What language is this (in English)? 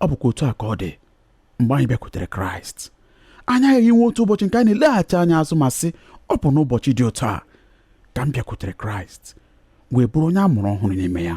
Igbo